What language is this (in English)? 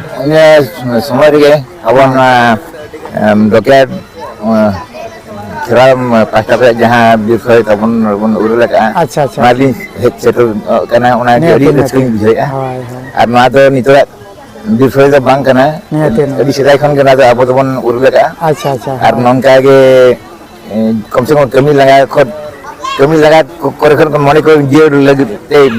Santali